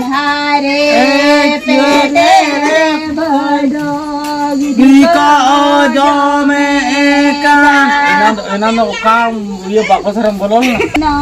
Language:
Santali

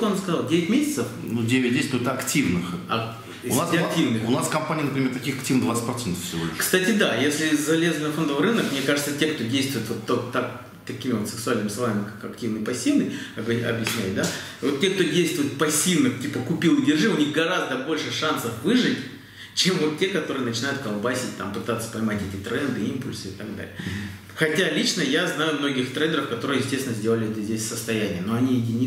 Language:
Russian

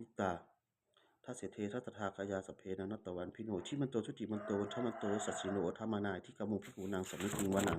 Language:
Pali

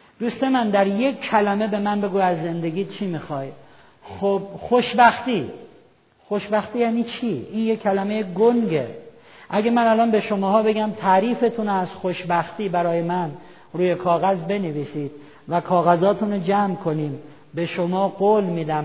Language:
Persian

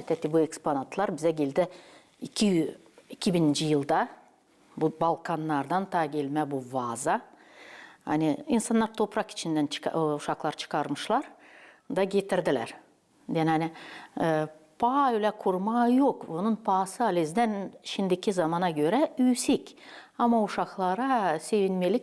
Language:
Gagauz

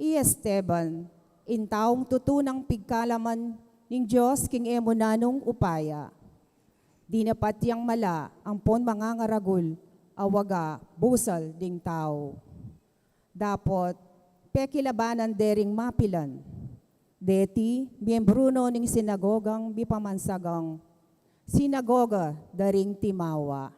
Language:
Pampanga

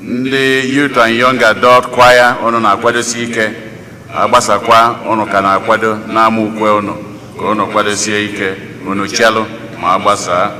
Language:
Igbo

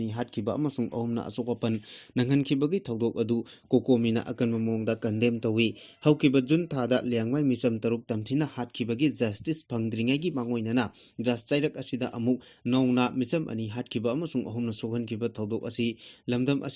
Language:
Manipuri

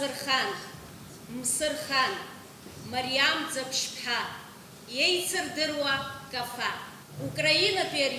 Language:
Abkhazian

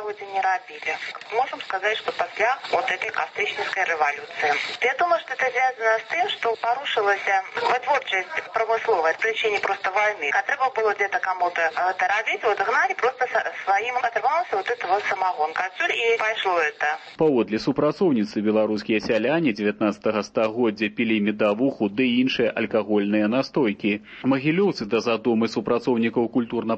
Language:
Belarusian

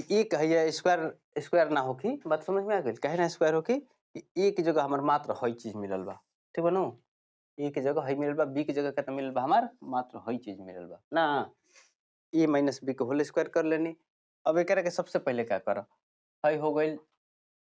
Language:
Bhojpuri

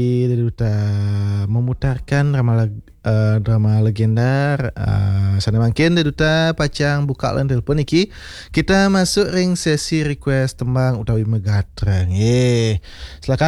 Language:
Balinese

